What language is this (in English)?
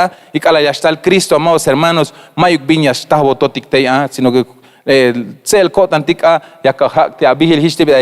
Tzeltal